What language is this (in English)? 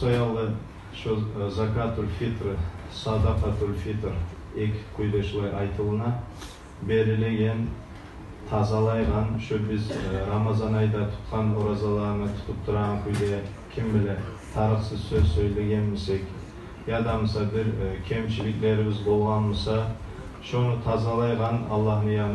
Kumyk